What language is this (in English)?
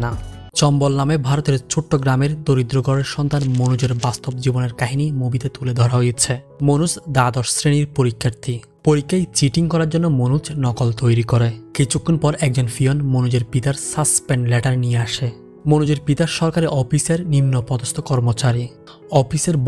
Bangla